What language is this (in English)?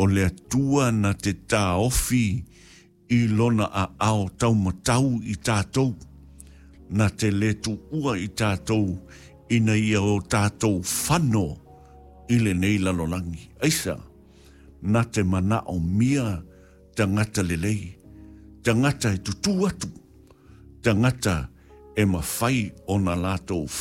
Samoan